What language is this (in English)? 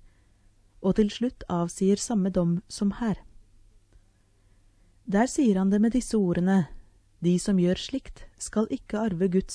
Norwegian